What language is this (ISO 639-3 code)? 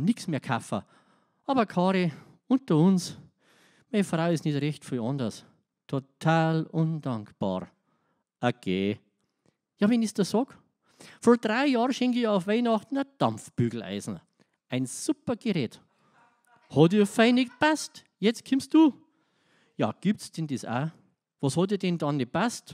bar